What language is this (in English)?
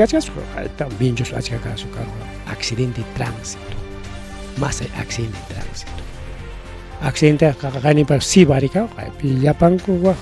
Ayacucho Quechua